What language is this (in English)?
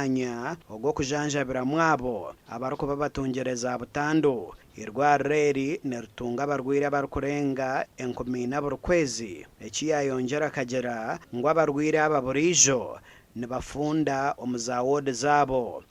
Nyankole